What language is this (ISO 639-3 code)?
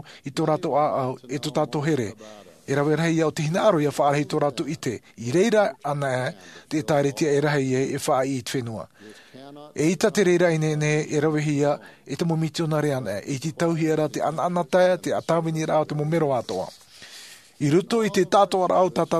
tah